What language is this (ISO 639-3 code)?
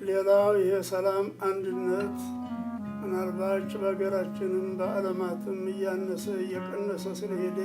amh